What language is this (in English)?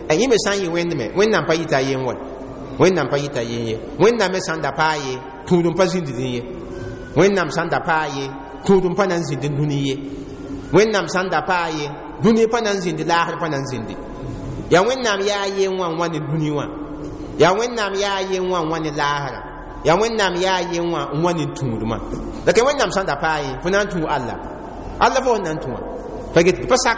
Mossi